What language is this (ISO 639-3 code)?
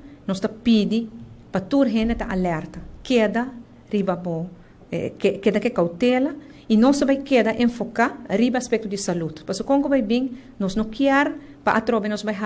pap